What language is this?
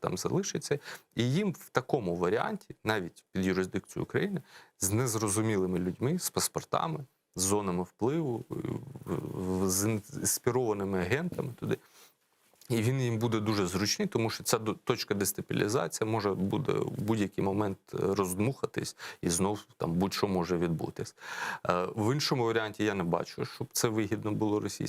Crimean Tatar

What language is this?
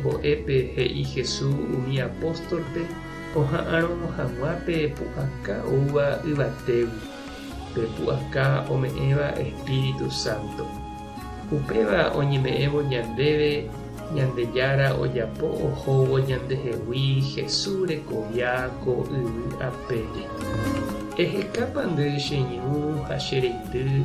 Guarani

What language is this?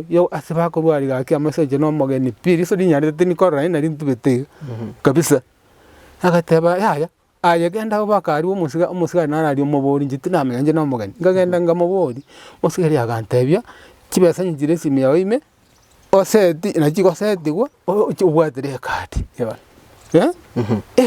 Gusii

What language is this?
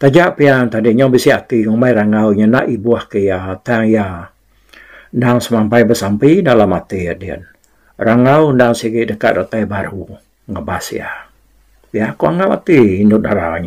Iban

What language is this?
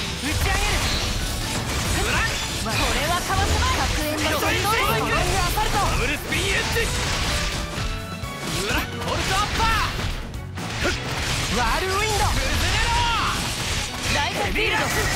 Japanese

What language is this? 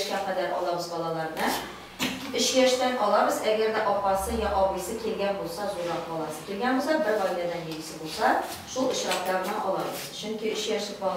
Tatar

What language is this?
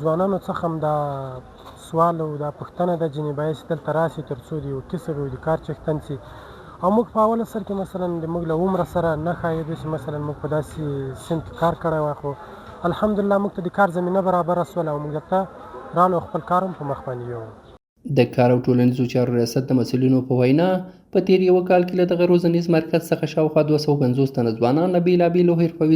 Pashto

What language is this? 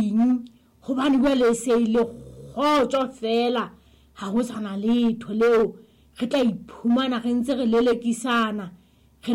Southern Sotho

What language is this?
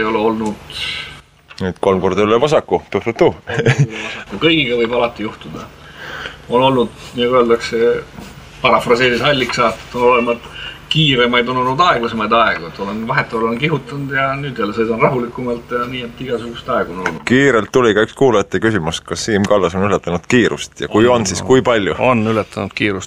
Estonian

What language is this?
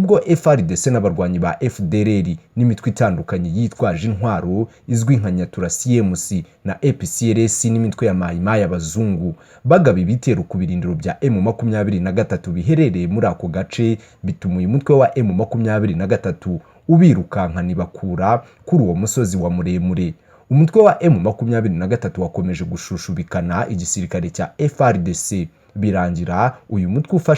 Kinyarwanda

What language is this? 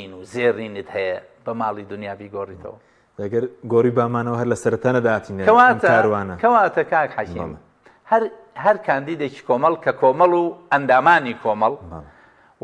Central Kurdish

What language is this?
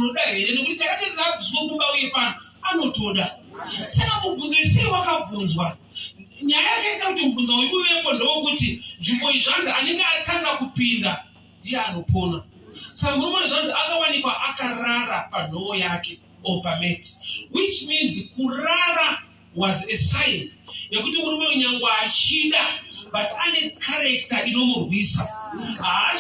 Shona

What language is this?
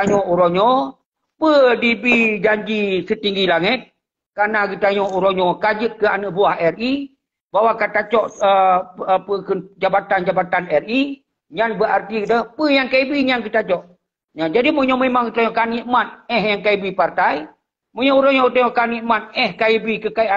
Achinese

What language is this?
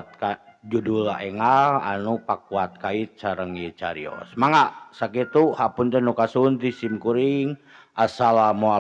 Sundanese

